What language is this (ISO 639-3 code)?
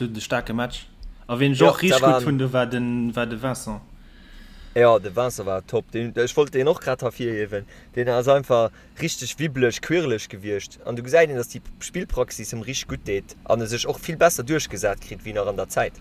ltz